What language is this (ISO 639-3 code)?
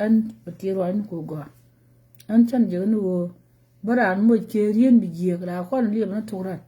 nus